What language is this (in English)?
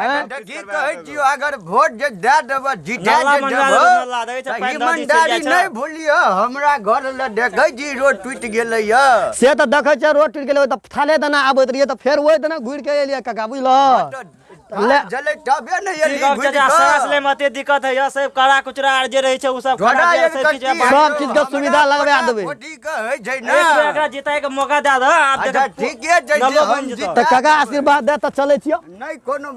Maithili